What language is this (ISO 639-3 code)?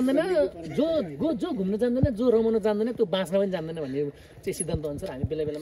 nep